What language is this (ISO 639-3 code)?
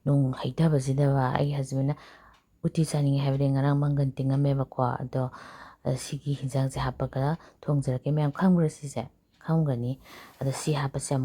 mni